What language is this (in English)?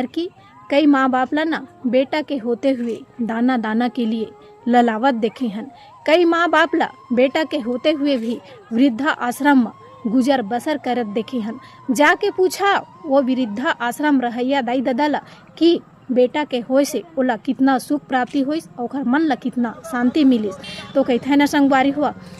Chhattisgarhi